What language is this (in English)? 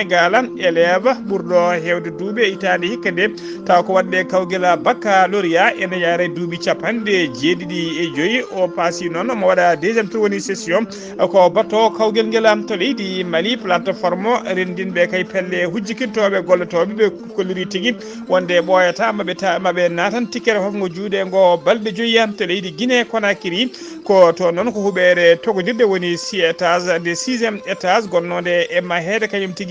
Fula